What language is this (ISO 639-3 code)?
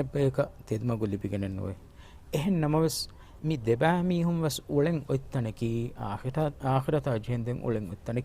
div